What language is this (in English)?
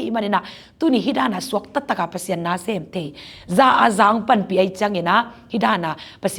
Tedim Chin